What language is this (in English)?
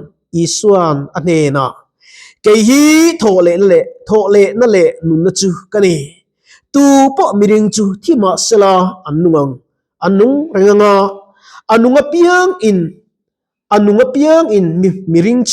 Mizo